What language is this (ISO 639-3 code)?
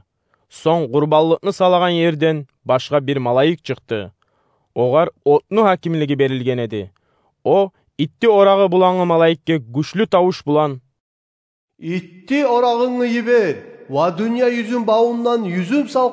kum